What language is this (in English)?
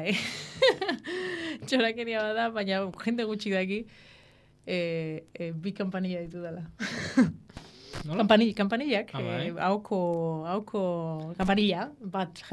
Basque